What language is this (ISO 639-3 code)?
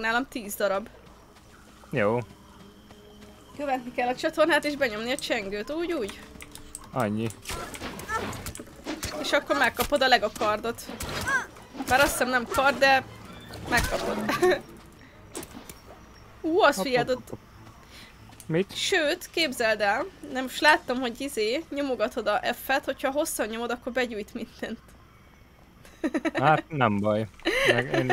hun